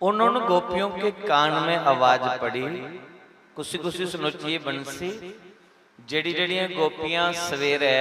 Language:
Dogri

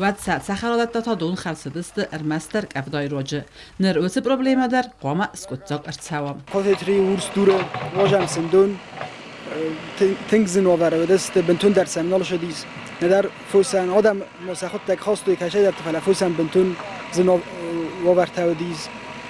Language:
Ossetic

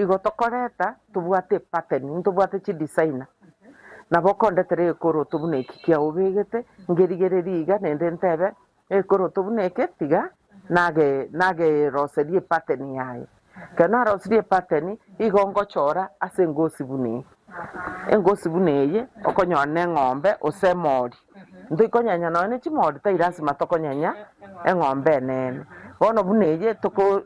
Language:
Gusii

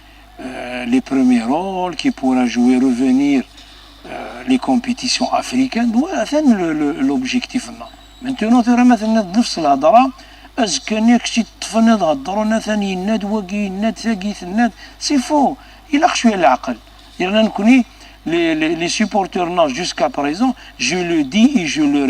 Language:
Kabyle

